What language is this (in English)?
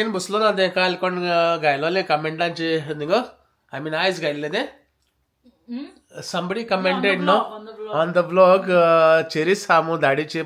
Konkani